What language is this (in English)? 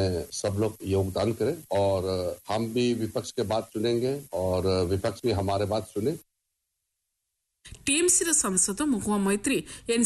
Odia